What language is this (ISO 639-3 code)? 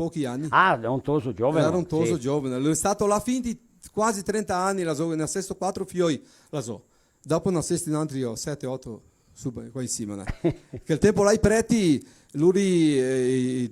vec